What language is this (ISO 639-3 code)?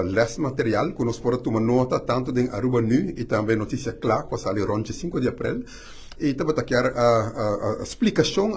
pap